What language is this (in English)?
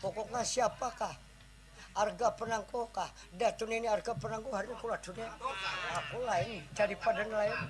Banjar